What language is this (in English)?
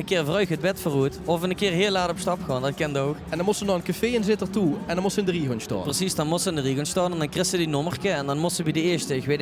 Limburgish